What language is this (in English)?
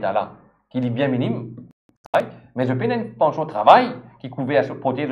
Morisyen